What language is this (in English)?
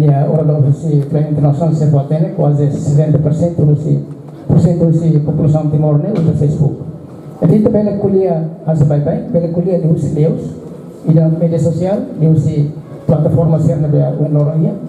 Tetum